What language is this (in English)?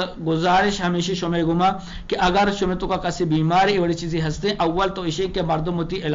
Eastern Balochi